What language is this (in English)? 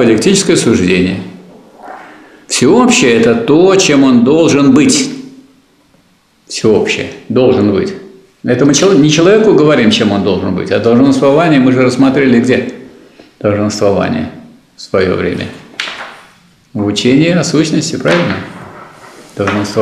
Russian